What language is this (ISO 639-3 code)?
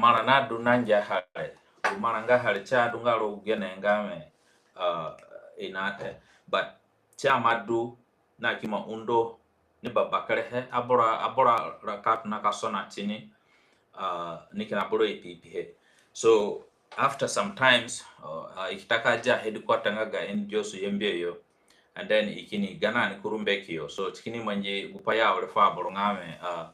zne